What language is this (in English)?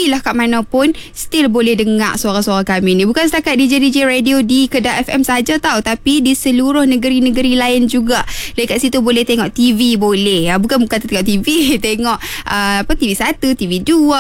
Malay